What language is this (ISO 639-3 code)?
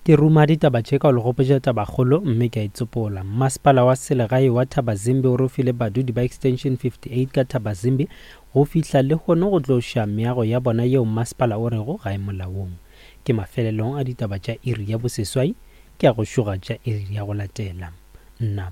nso